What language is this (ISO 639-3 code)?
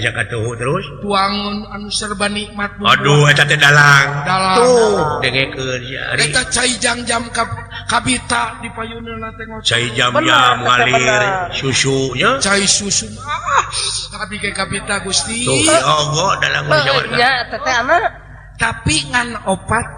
sun